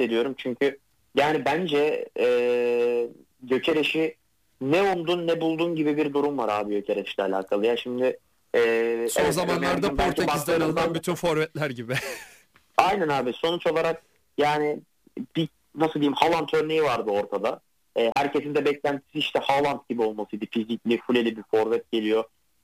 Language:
Turkish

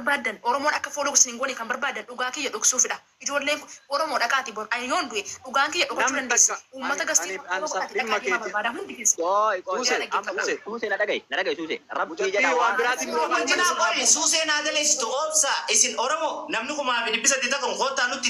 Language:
Oromo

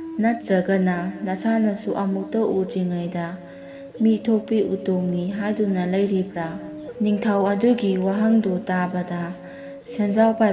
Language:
Manipuri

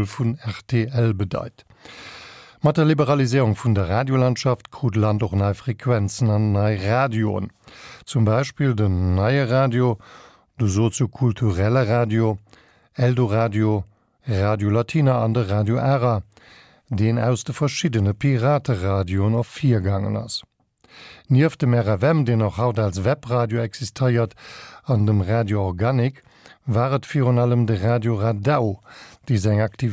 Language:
Luxembourgish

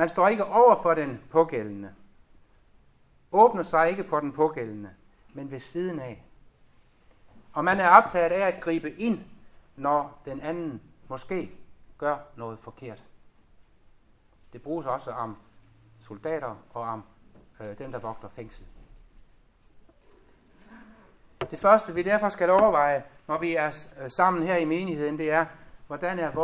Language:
Danish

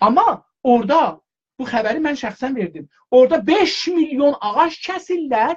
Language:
South Azerbaijani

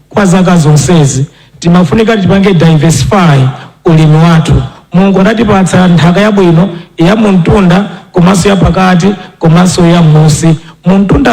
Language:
Nyanja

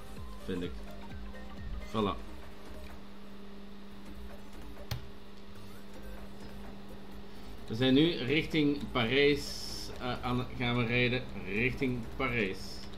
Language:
Dutch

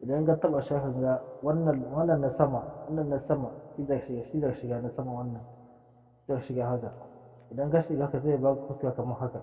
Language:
Hausa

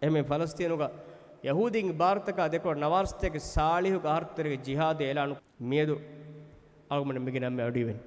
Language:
Divehi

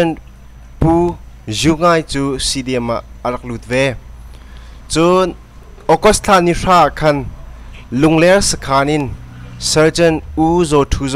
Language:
Hakha Chin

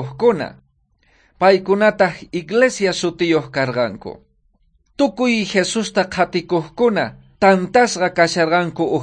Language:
South Bolivian Quechua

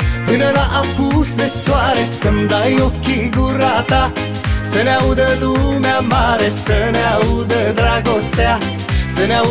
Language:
Romanian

